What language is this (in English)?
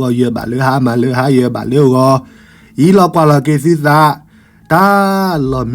S'gaw Karen